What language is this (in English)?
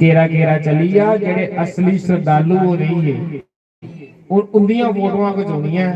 Dogri